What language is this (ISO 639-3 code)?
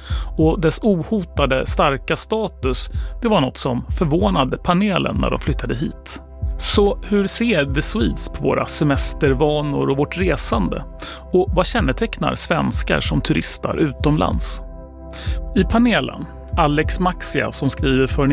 swe